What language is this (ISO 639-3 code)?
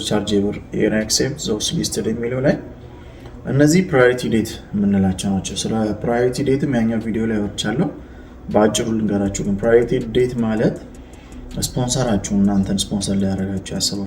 amh